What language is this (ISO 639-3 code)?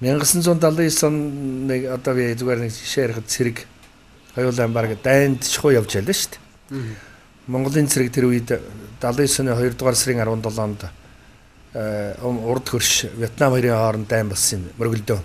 mon